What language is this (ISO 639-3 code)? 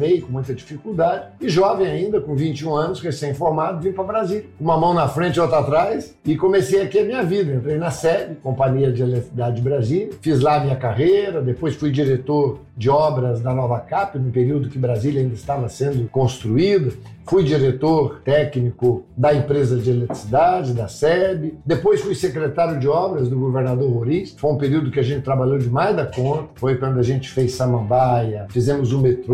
por